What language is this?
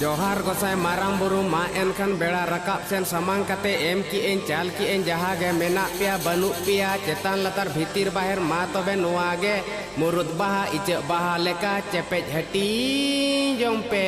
Santali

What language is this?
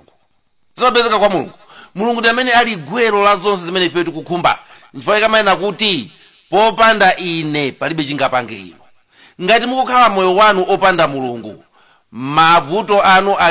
Nyanja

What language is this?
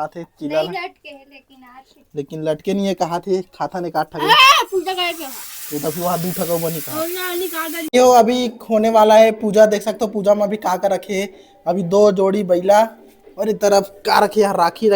Chhattisgarhi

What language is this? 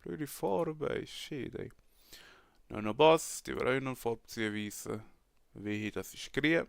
Swiss German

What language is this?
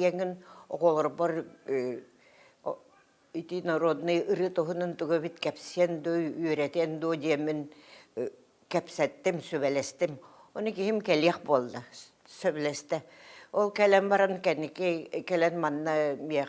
Yakut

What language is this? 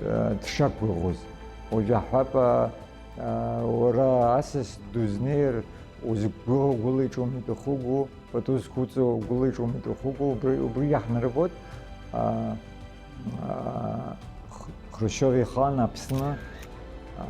Abkhazian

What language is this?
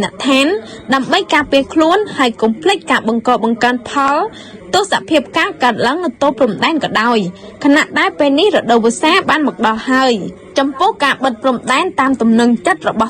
Khmer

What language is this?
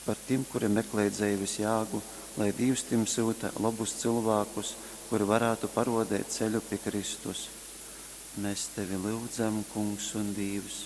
Latgalian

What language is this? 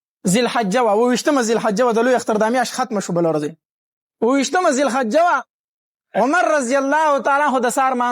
Pashto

